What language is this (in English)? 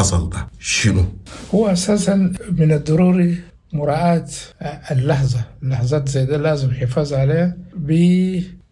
Sudanese Arabic